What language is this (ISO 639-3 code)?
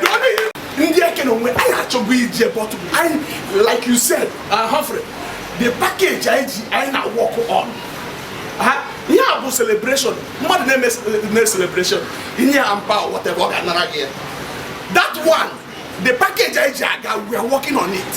ibo